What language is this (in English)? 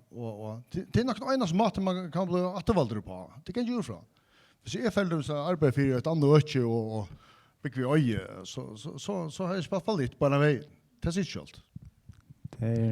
Faroese